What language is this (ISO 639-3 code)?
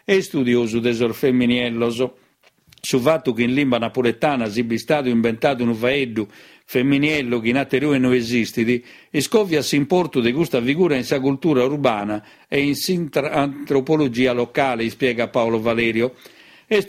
srd